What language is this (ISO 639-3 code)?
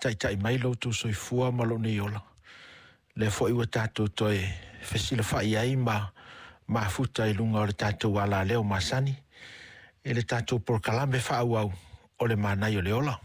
smo